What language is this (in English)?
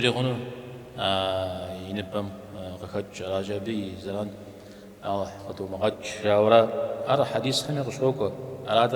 Kabardian